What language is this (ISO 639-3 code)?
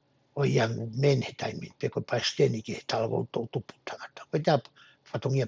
ton